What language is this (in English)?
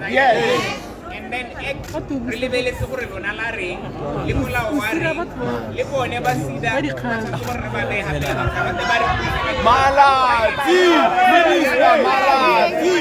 Tswana